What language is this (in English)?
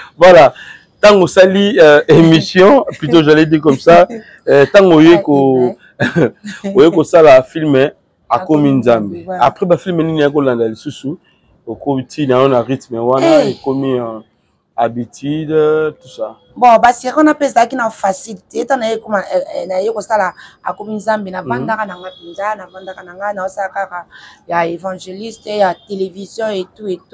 Lingala